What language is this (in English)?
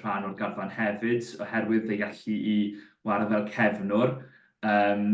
Welsh